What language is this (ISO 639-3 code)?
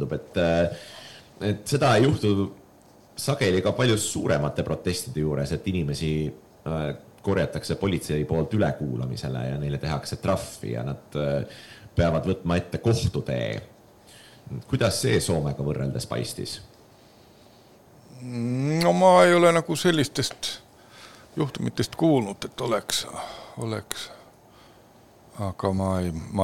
est